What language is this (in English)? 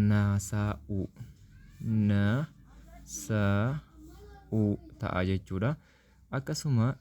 Oromo